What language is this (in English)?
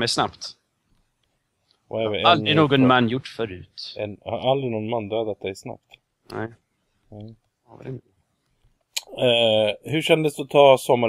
Swedish